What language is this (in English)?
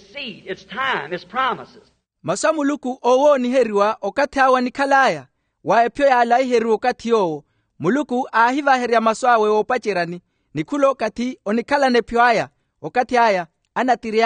Makhuwa